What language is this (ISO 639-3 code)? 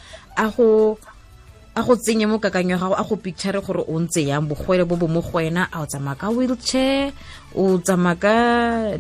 tsn